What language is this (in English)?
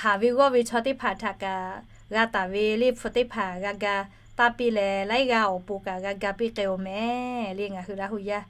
Lahu